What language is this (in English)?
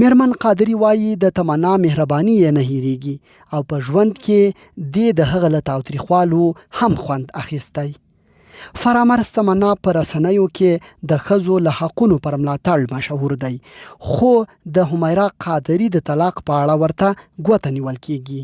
Pashto